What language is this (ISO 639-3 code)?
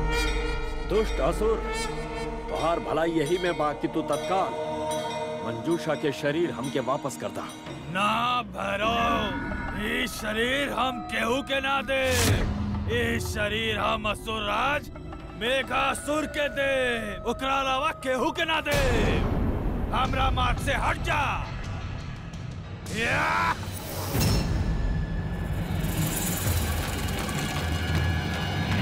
bho